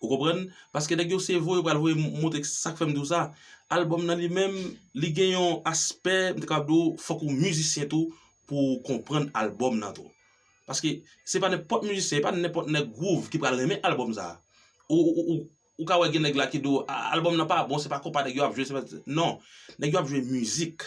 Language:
Haitian Creole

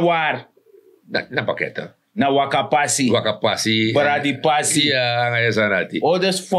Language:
Sranan Tongo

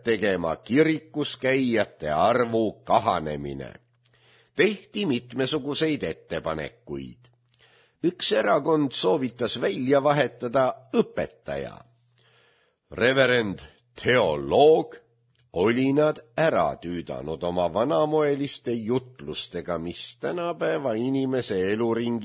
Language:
Estonian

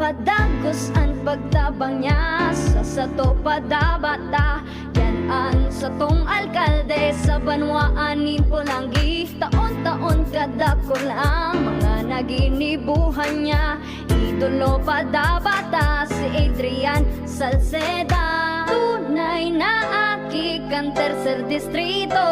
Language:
Bikol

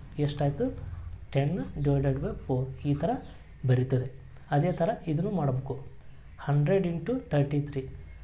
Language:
Kannada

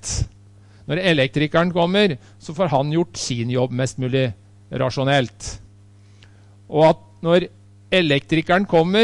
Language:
Norwegian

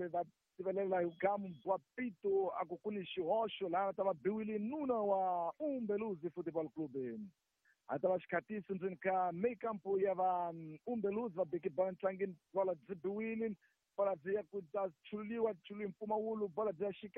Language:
Tsonga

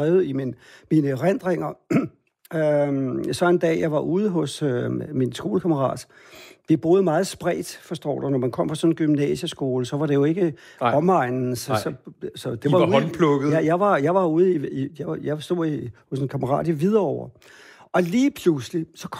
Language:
Danish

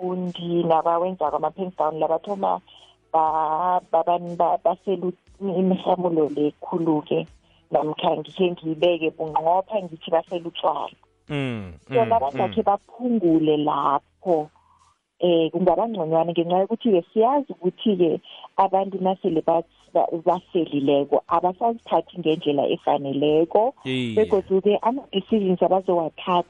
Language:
South Ndebele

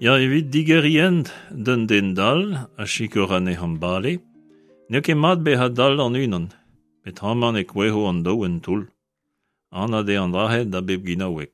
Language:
Breton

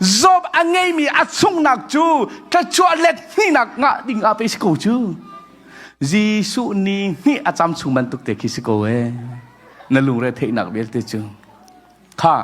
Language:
Hakha Chin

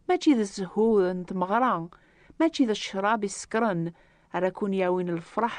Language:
Kabyle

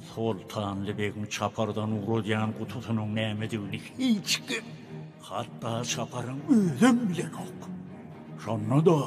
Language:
Turkmen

